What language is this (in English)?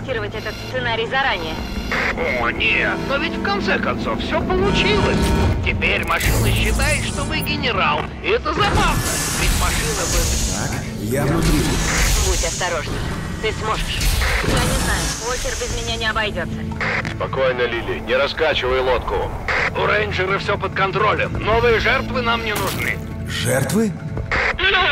Russian